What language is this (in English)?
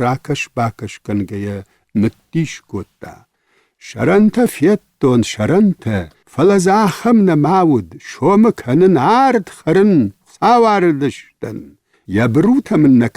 Ossetic